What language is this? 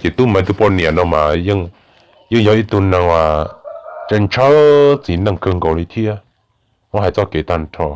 Hmong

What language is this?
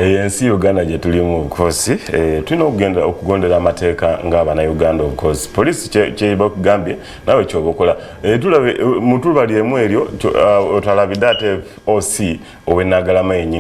Ganda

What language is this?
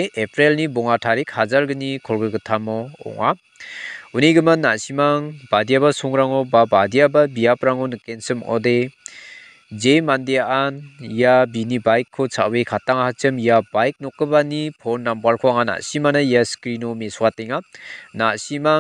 Garo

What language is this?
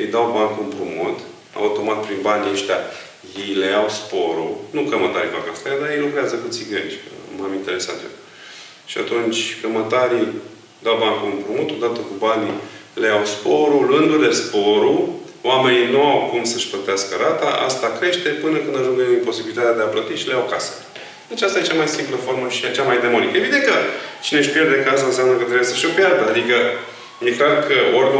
Romanian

